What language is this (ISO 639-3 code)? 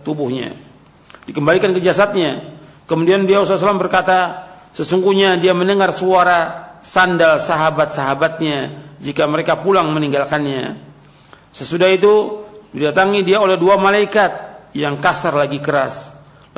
ind